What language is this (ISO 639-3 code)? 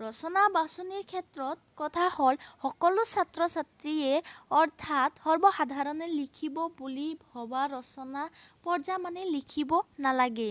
asm